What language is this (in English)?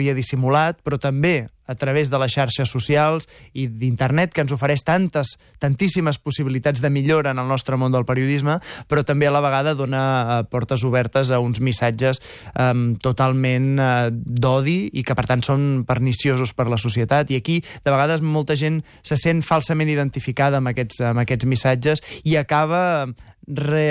Catalan